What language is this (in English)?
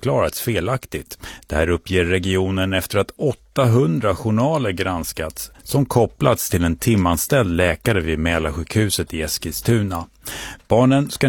Swedish